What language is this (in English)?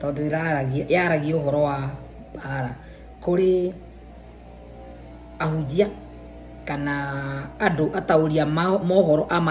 Kikuyu